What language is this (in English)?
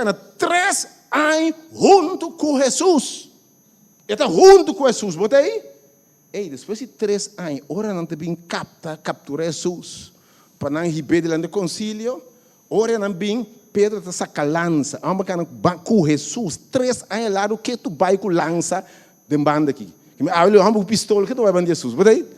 Papiamento